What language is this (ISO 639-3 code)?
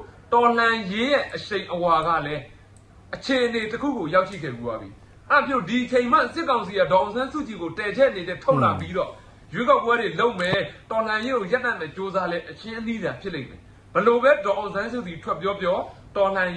mya